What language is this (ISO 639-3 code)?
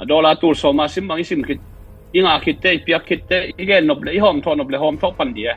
ctd